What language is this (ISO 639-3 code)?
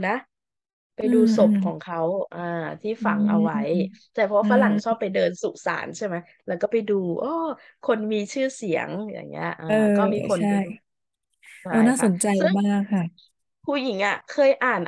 tha